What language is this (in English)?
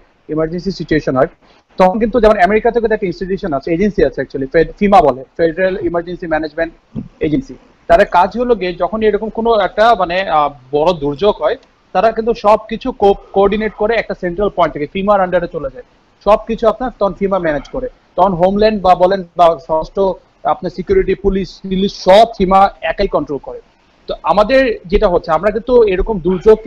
Bangla